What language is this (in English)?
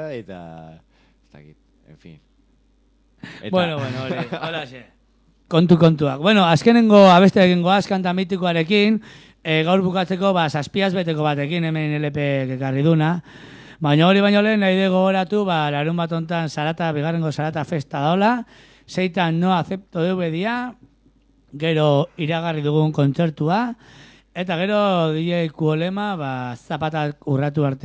Basque